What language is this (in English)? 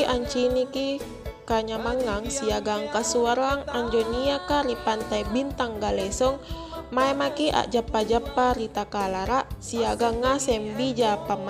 Makasar